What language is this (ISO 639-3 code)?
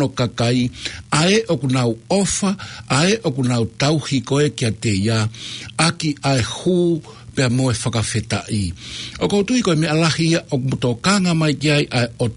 ton